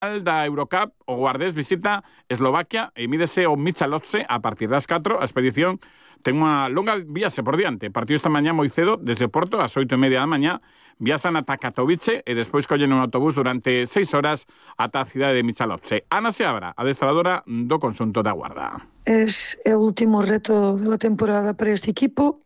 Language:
Galician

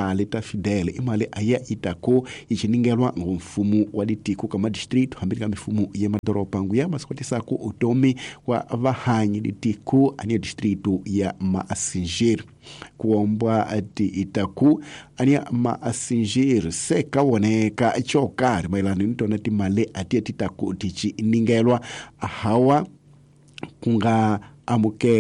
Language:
Tsonga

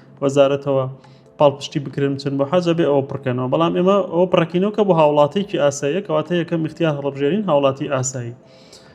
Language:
Central Kurdish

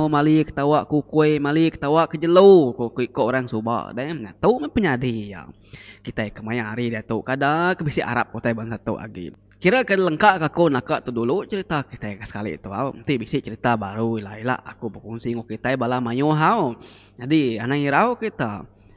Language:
Iban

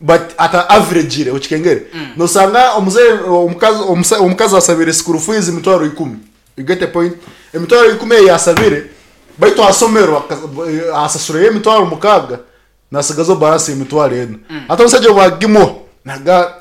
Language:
Nyankole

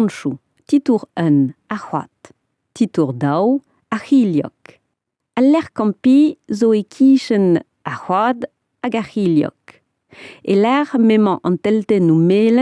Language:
Breton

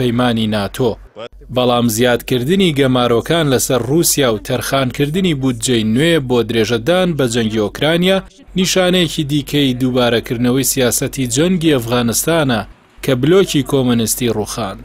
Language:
Central Kurdish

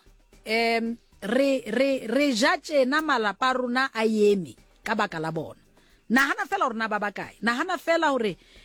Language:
Southern Sotho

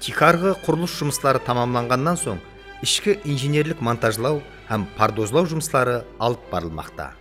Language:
Kara-Kalpak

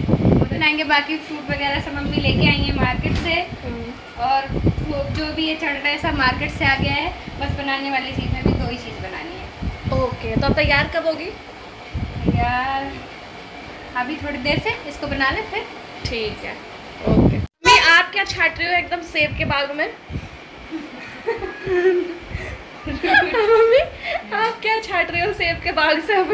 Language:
Hindi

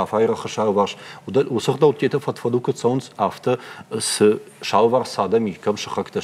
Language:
Ossetic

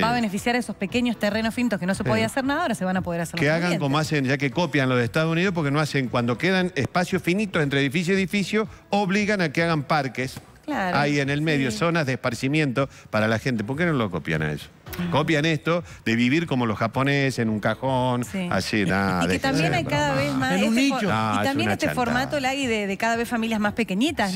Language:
Spanish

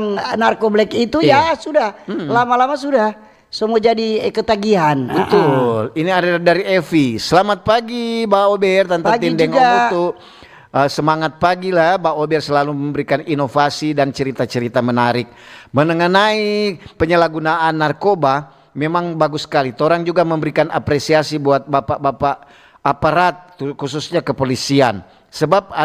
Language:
Manado Malay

